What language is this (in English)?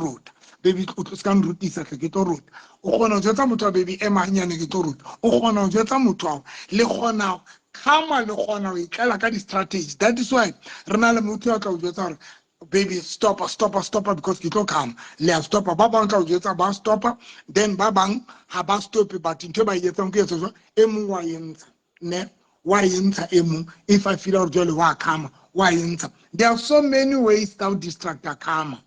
Southern Sotho